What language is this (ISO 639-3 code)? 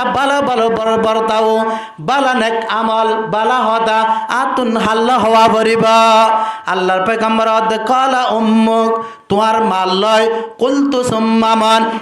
rhg